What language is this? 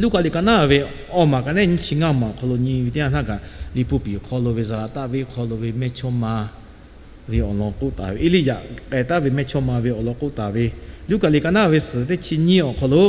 Lahu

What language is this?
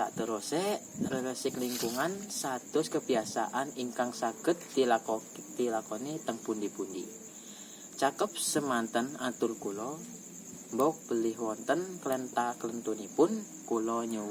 Javanese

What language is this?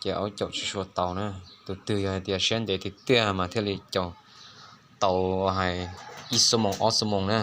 Hmong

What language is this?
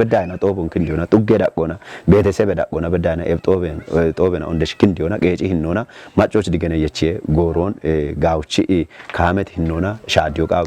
Kafa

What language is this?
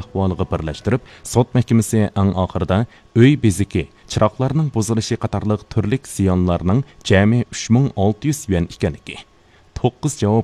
Uyghur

